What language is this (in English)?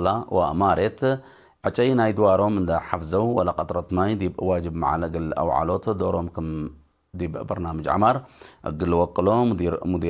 Tigre